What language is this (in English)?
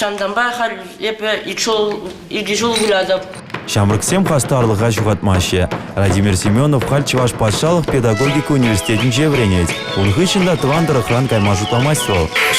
Chuvash